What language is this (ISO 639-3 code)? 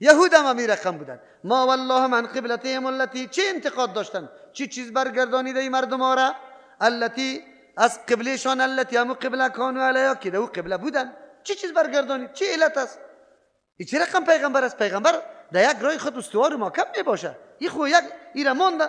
fas